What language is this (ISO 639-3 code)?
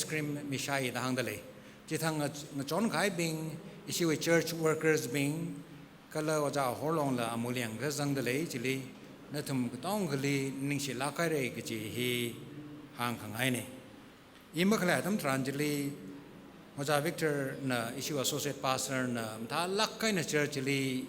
nmf